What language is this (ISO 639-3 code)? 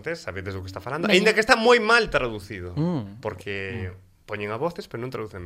glg